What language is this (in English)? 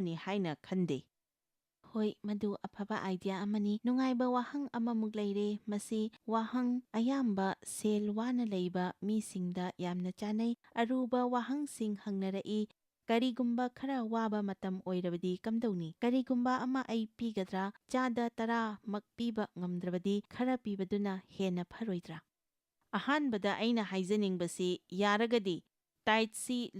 Manipuri